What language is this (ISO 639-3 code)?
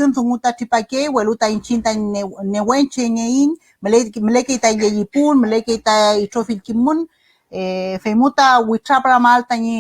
arn